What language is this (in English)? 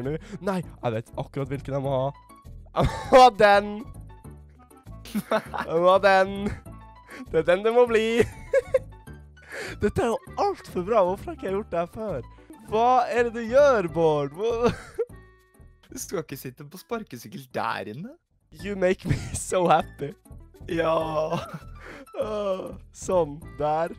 Norwegian